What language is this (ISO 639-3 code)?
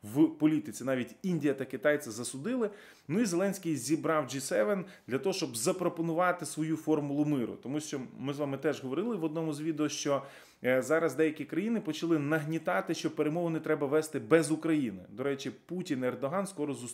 ukr